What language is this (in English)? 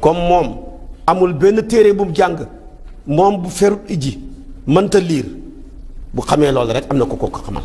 Wolof